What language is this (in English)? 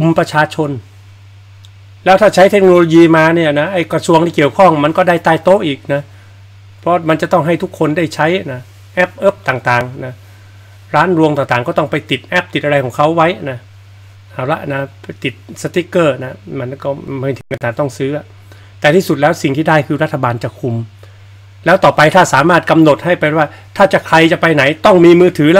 Thai